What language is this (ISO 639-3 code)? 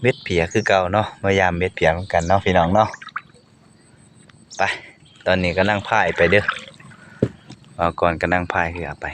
lao